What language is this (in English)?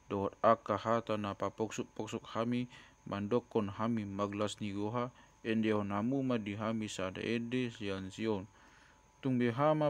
Batak Toba